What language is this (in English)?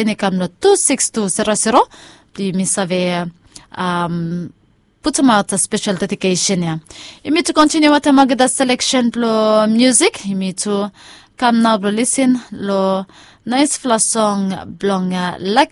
Bislama